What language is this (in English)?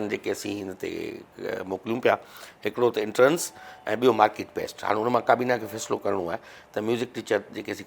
Sindhi